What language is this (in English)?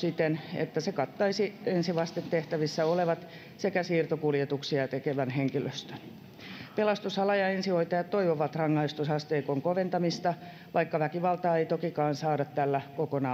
Finnish